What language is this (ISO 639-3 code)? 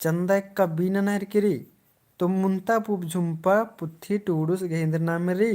kru